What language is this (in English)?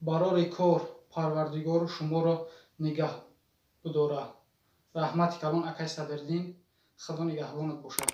Tajik